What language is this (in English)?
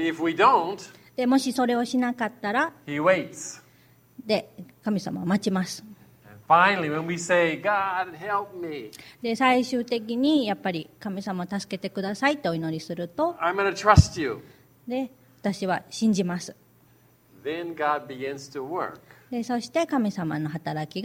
Japanese